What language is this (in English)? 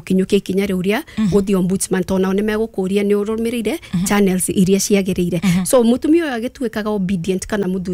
Kikuyu